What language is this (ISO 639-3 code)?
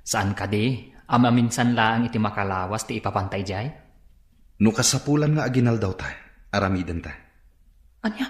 ilo